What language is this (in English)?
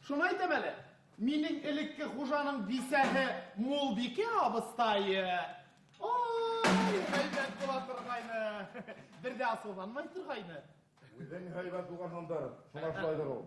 Bashkir